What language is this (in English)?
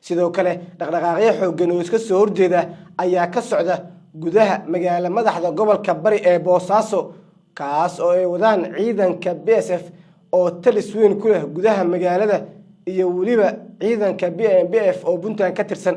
Somali